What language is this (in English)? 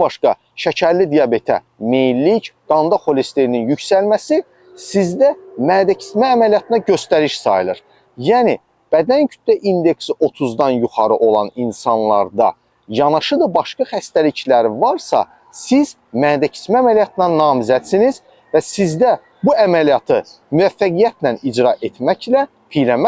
Azerbaijani